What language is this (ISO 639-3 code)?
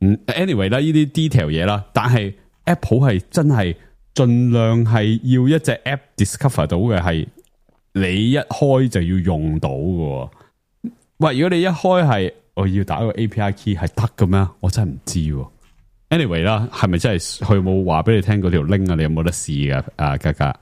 yue